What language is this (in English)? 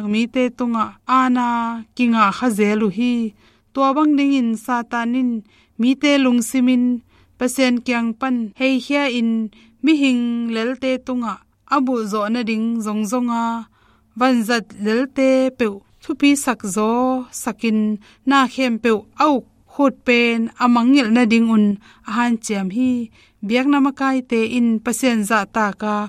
Tedim Chin